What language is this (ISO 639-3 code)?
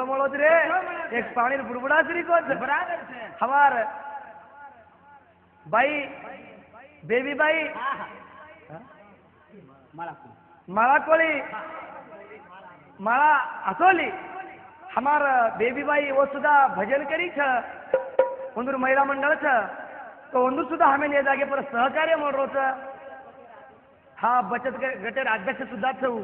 lmn